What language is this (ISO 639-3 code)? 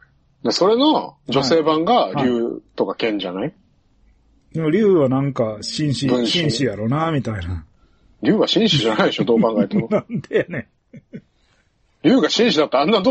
jpn